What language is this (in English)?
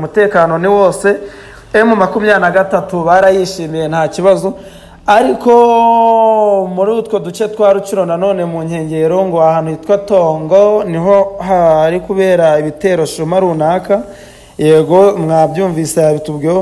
Kinyarwanda